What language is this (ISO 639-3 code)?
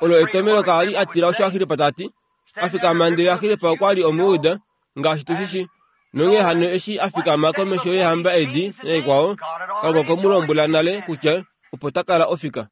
kua